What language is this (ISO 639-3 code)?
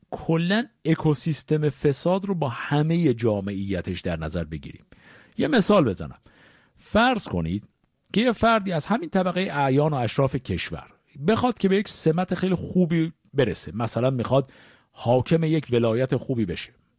fas